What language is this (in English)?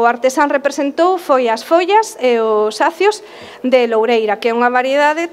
Galician